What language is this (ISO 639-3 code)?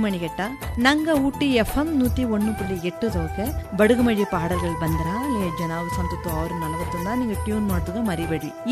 tam